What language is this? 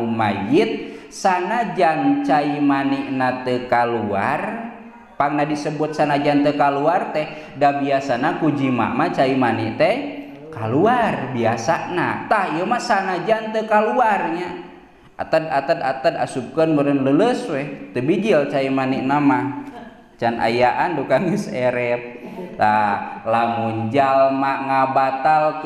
Sundanese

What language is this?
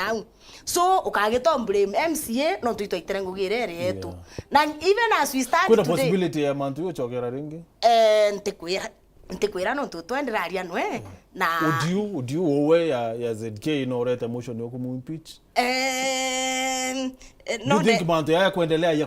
Meru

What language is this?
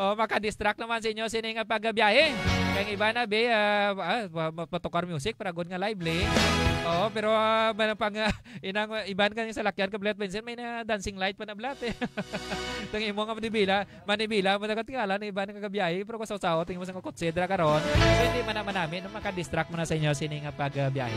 Hiligaynon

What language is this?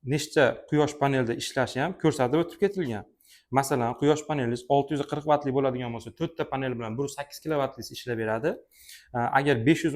Uzbek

